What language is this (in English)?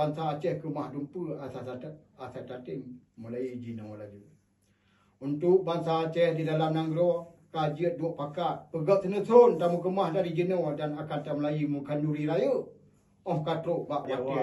Achinese